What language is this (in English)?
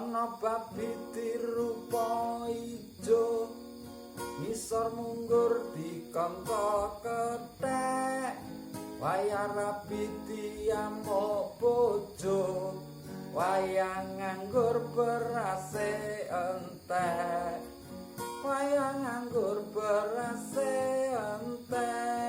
Javanese